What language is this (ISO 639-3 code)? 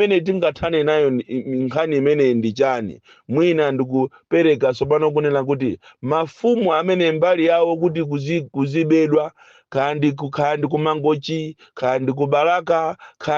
nya